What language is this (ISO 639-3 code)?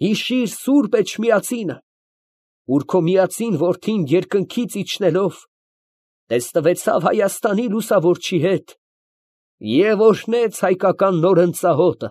hye